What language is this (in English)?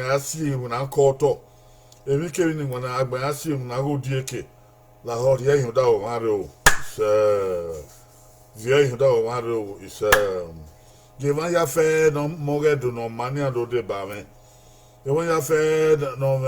Bini